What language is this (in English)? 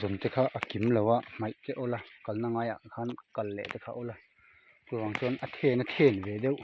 Mizo